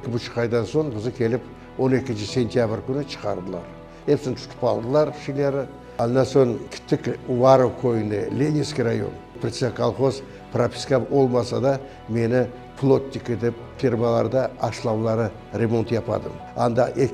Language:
Crimean Tatar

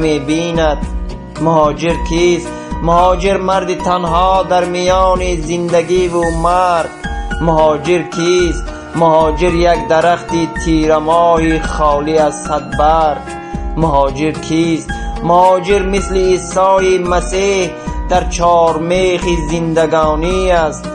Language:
Tajik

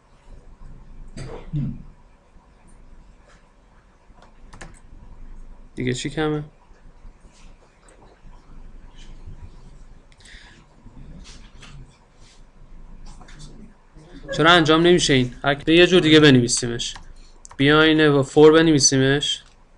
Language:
Persian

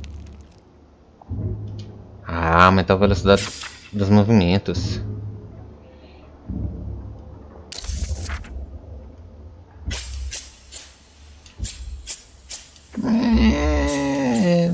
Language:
Portuguese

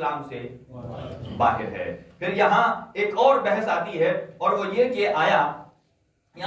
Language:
Urdu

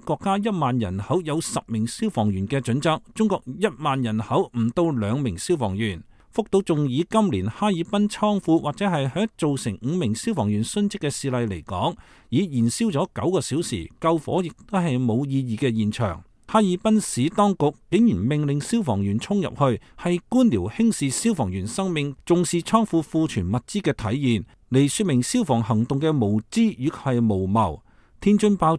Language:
Cantonese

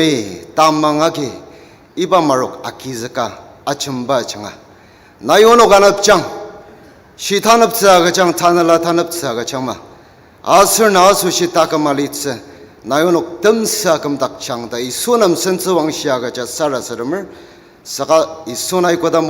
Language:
Ao Naga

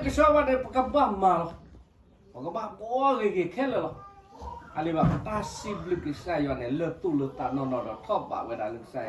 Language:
S'gaw Karen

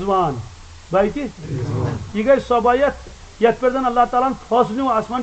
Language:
Kashmiri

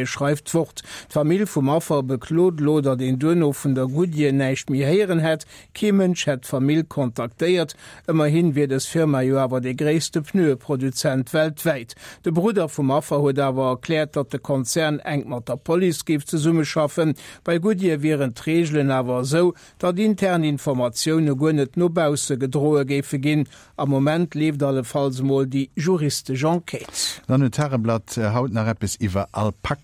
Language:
Luxembourgish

